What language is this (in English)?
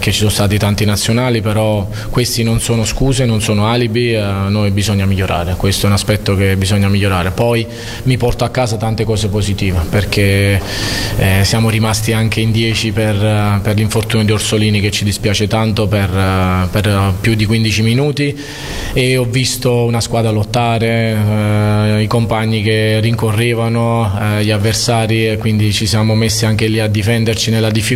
Italian